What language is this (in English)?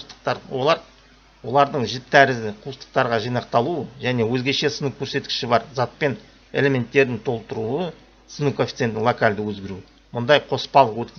Kazakh